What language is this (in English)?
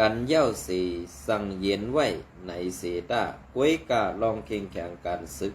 Shan